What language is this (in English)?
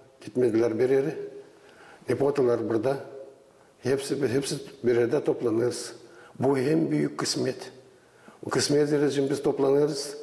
Gagauz